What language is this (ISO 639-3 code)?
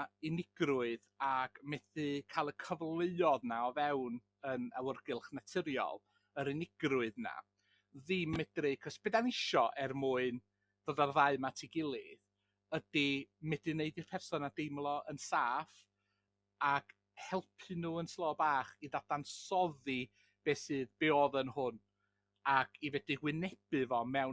cym